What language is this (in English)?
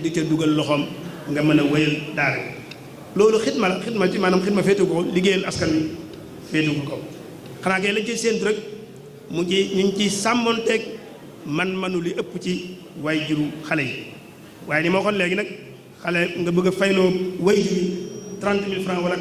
Wolof